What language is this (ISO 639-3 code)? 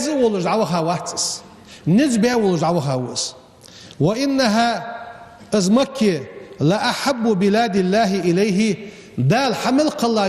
inh